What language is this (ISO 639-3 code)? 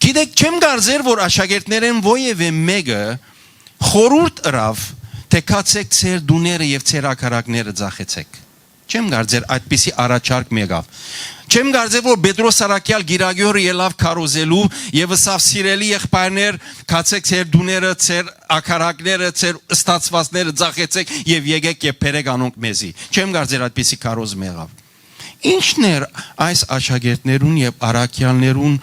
hyw